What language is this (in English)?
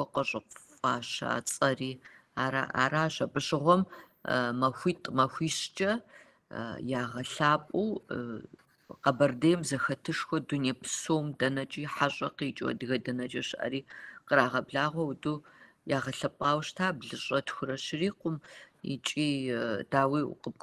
Kabardian